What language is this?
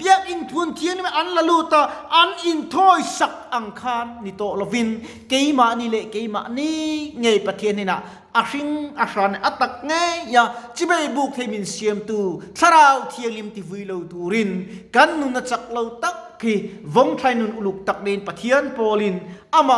Mizo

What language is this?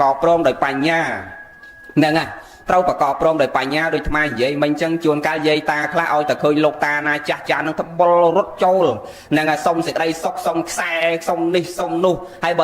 Khmer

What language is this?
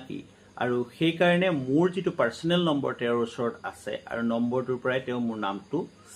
Assamese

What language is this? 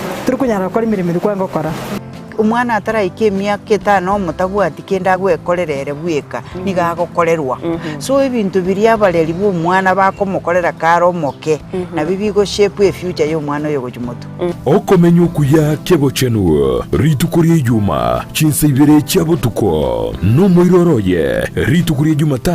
Gusii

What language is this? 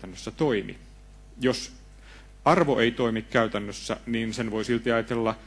Finnish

